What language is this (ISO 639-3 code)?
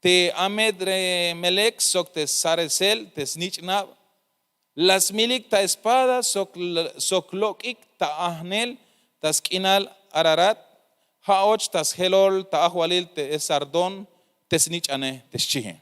tzh